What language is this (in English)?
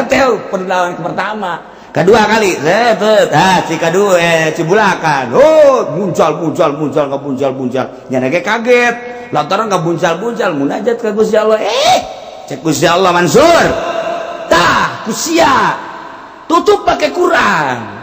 Sundanese